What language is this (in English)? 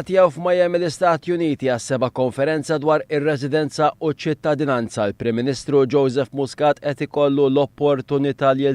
Maltese